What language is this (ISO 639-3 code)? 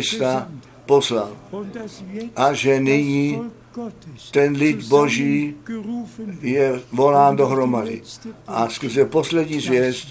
ces